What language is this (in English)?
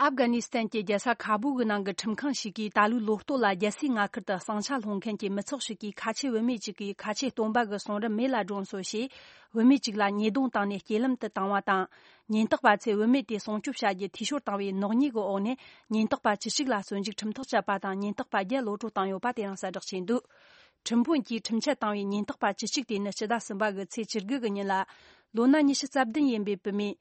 Tibetan